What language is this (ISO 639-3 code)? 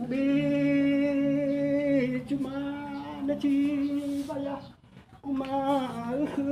nia